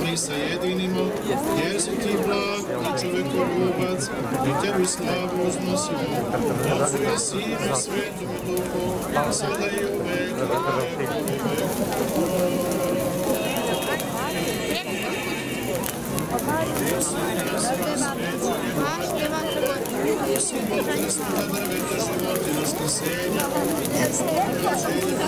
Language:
Serbian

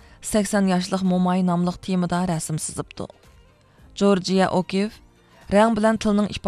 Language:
Uyghur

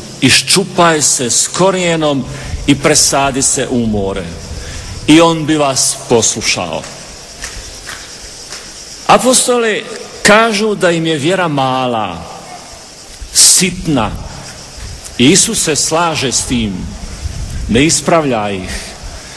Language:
Croatian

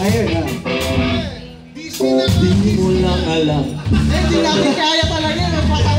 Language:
Filipino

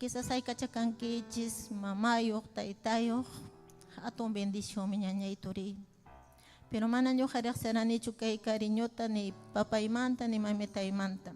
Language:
Ayacucho Quechua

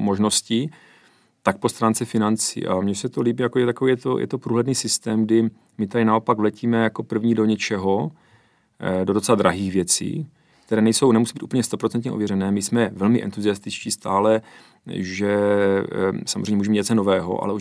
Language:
Czech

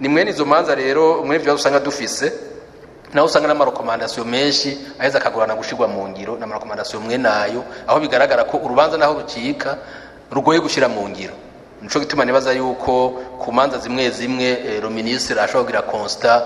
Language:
Rundi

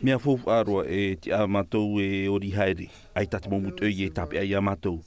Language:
Tahitian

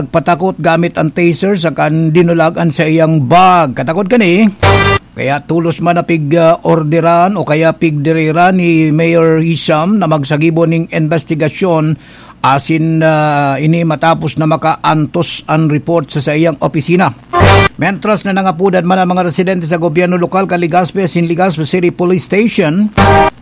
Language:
Bikol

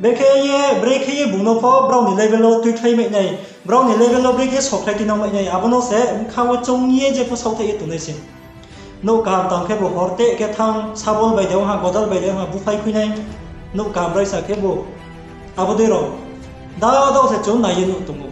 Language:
Riang (India)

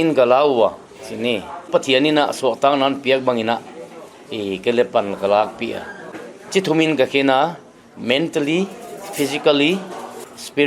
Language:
Paite Chin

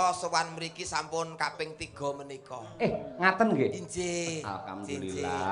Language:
Javanese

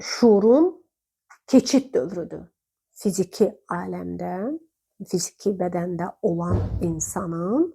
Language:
Azerbaijani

